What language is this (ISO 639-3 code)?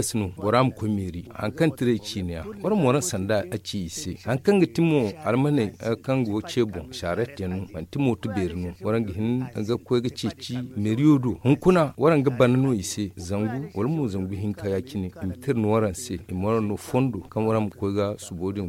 dje